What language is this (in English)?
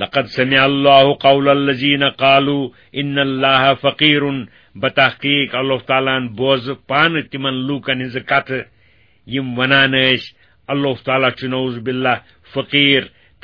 Kashmiri